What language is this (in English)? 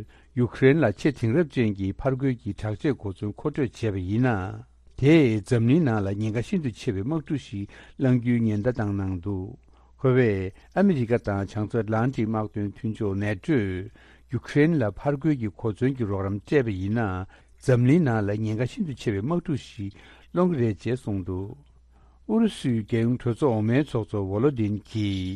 Tibetan